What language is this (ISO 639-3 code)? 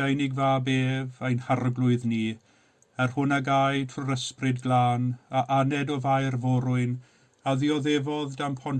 cym